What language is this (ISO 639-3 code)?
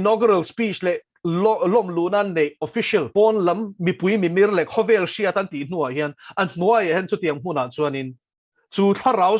lus